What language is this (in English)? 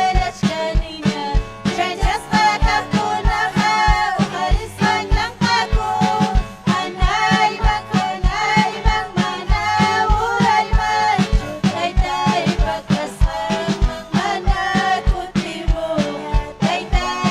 Ayacucho Quechua